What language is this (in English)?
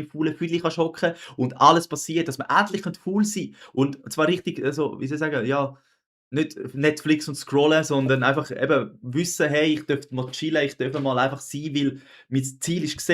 Swiss German